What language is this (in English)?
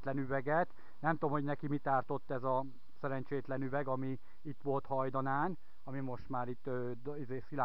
Hungarian